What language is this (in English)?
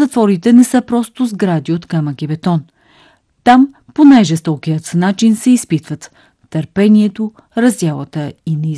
Bulgarian